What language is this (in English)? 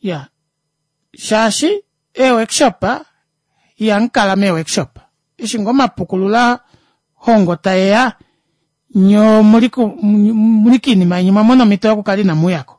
Kuanyama